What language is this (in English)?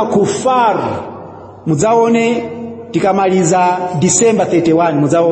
Nyanja